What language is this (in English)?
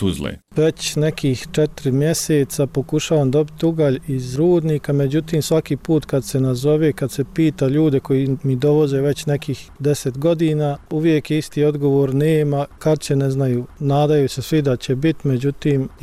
Bosnian